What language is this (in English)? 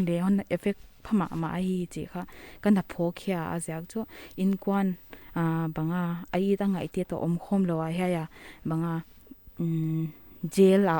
Paite Chin